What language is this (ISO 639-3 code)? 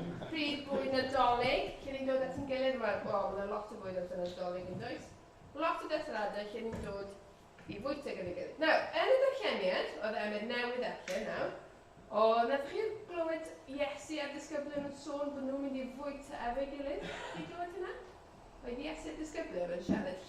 cym